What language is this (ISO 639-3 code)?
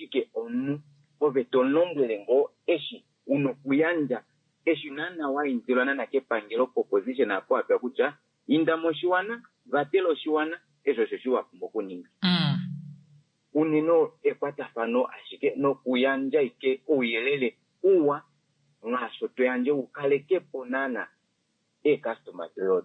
kua